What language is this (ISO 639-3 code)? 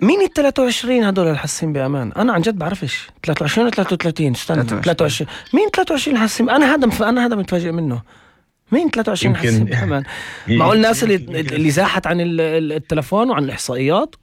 apc